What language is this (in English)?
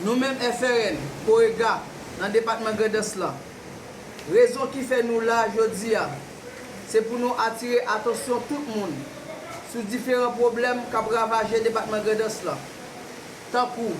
Haitian Creole